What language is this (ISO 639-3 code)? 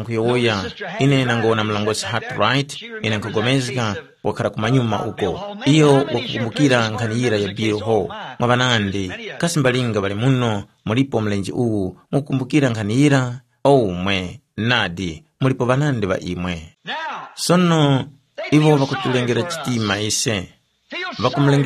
tum